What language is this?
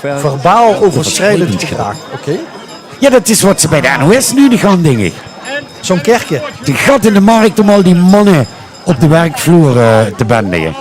Limburgish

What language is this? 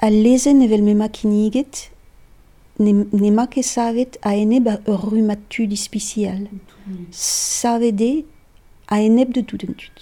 Breton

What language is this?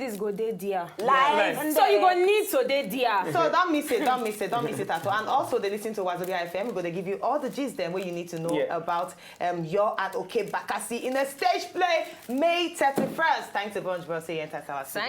Nigerian Pidgin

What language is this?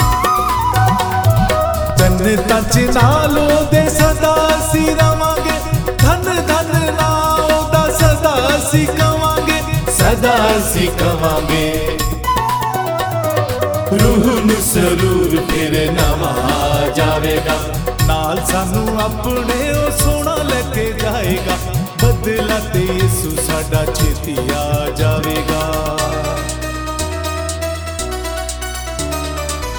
Punjabi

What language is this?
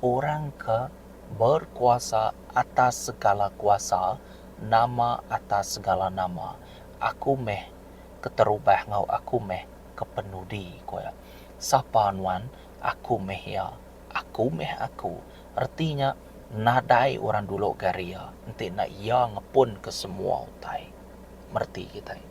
Iban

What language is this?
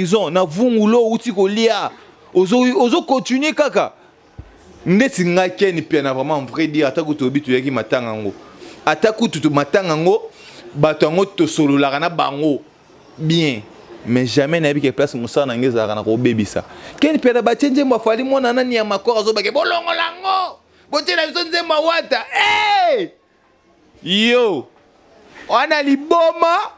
Lingala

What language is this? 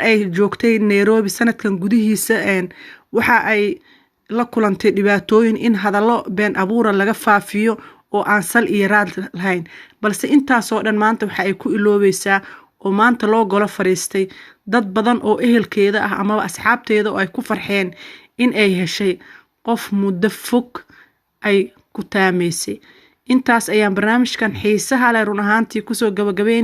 Somali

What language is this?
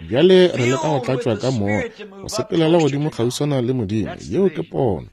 Northern Sotho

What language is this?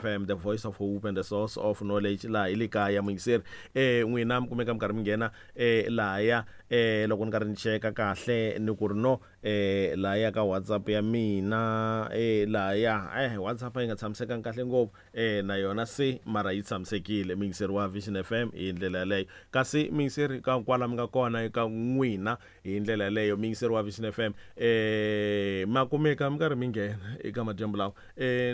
Tsonga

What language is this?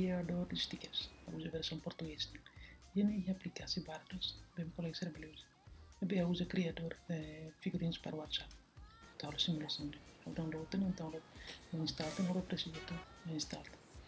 Tetum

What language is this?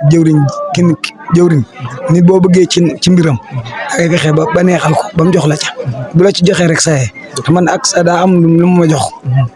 Wolof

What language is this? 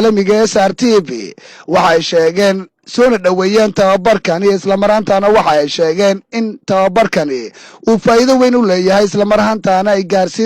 Somali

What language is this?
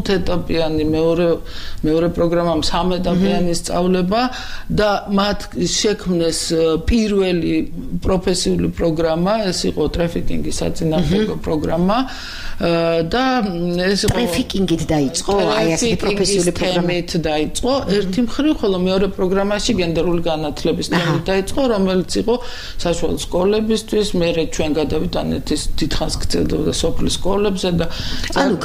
Georgian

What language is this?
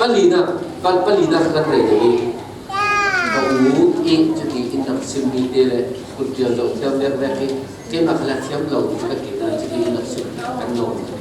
Falam Chin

